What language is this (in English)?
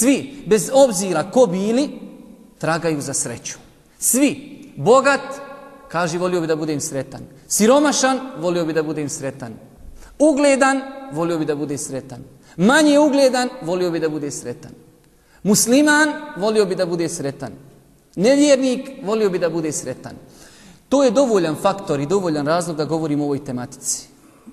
Bosnian